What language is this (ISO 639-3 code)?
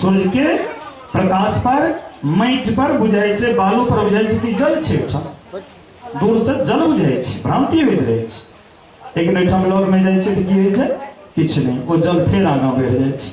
mai